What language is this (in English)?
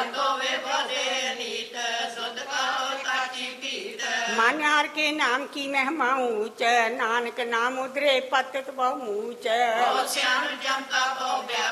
Punjabi